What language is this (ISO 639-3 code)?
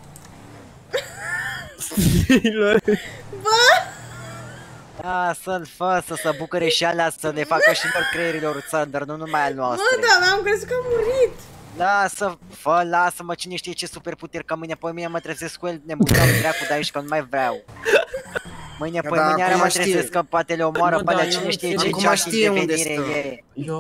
ron